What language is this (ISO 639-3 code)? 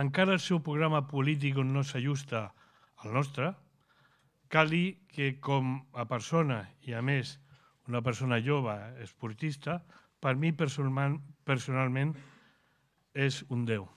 cat